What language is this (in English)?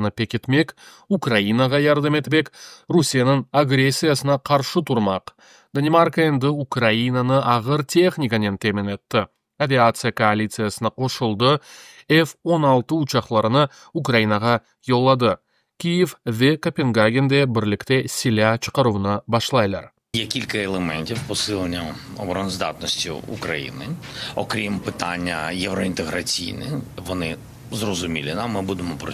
Crimean Tatar